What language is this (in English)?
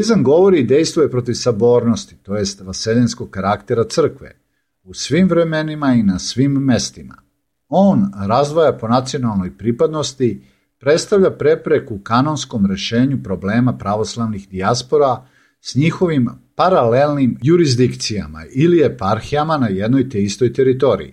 Serbian